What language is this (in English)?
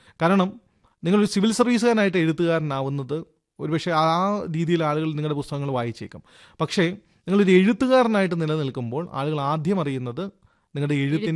Malayalam